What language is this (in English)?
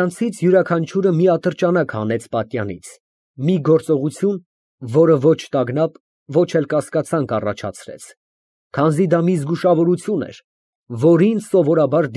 Armenian